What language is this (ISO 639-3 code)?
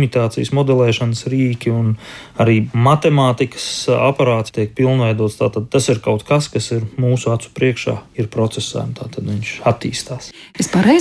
lav